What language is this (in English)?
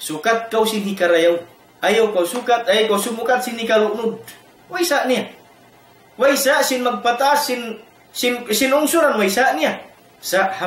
Tausug